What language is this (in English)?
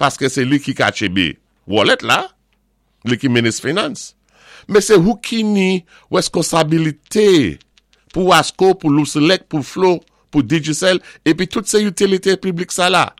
Saint Lucian Creole French